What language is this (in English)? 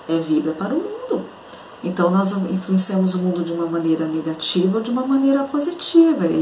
Portuguese